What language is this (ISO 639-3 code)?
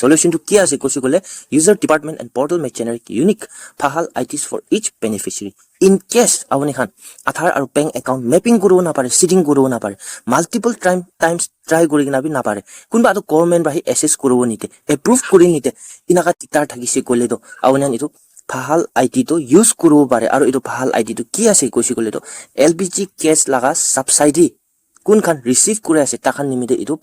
nag